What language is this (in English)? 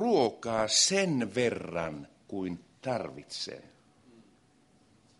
Finnish